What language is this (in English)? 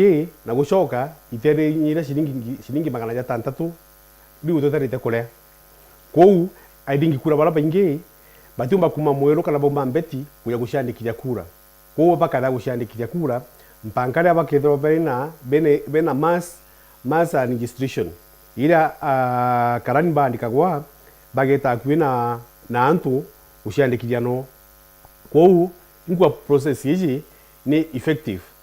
Meru